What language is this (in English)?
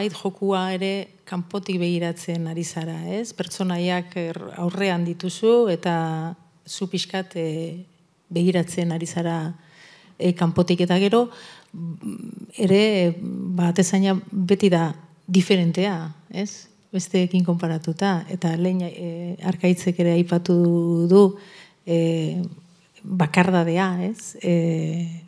Basque